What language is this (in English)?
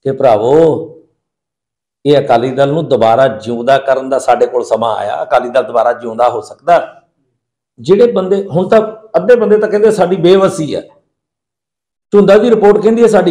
Punjabi